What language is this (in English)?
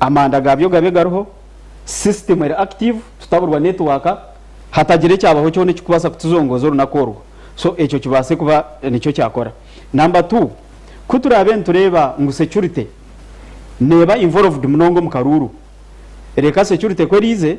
Nyankole